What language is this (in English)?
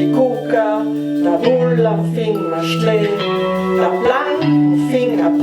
Ladin